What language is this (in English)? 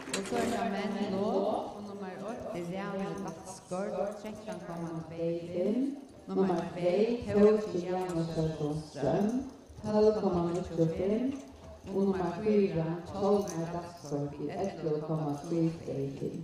Faroese